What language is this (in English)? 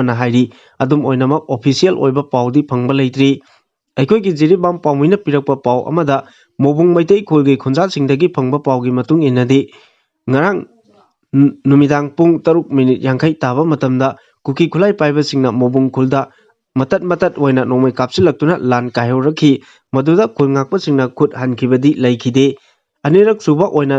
Manipuri